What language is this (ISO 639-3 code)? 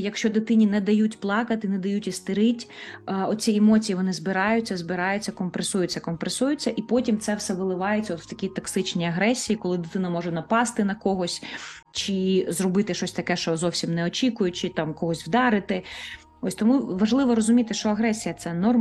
ukr